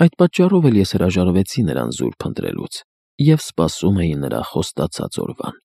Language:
Armenian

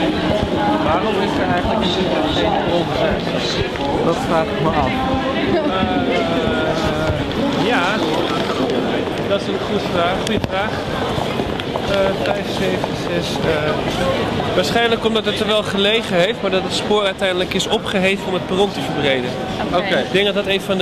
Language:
Dutch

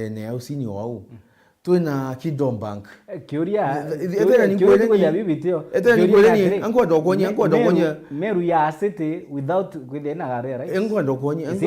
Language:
Meru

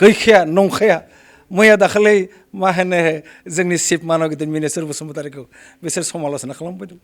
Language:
Bodo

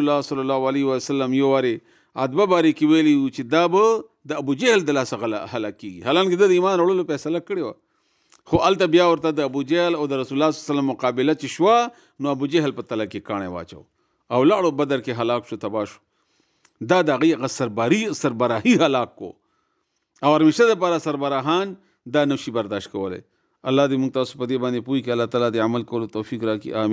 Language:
Pashto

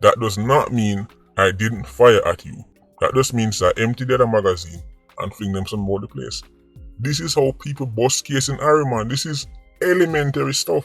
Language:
Jamaican Creole English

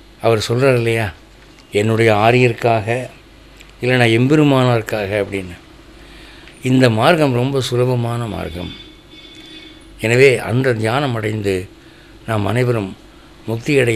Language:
Tamil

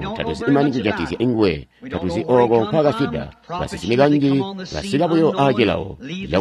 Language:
Tonga (Zambia)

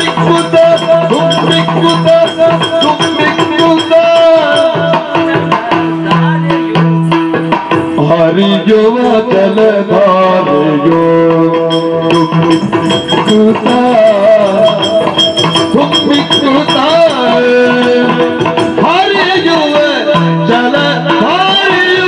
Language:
Kannada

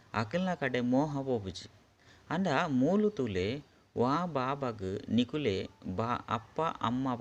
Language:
Tulu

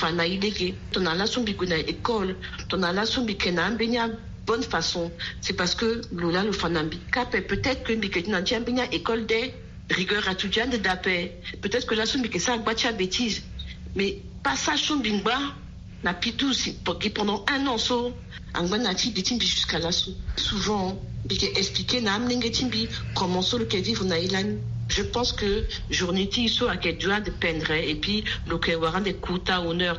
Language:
Sango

